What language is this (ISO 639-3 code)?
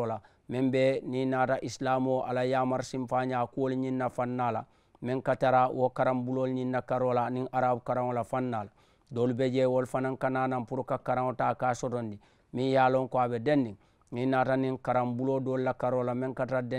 man